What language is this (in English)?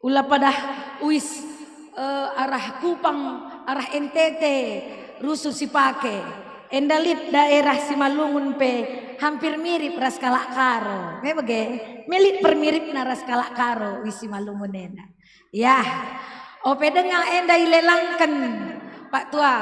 Batak Karo